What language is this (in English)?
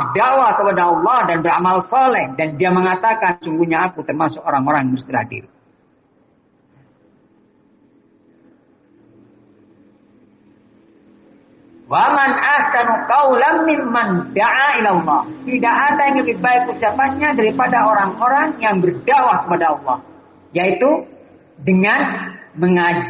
Indonesian